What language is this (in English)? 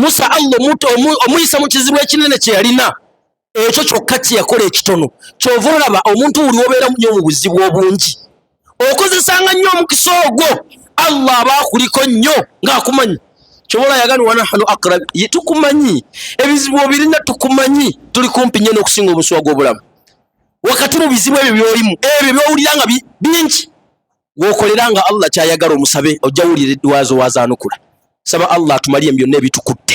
Ganda